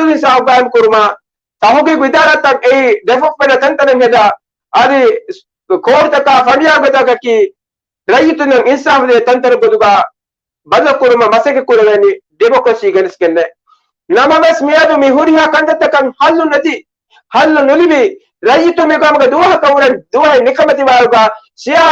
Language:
Divehi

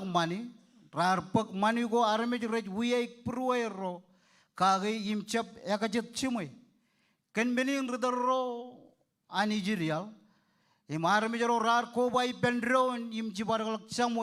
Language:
Marshallese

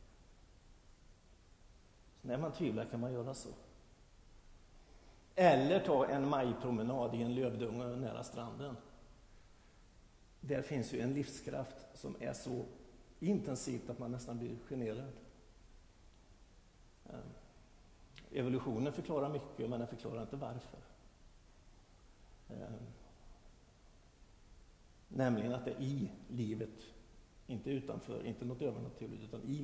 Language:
Swedish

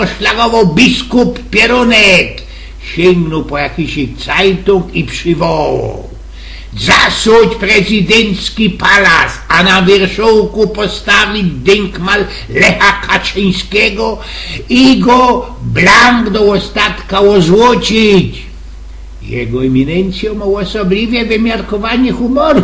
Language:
Silesian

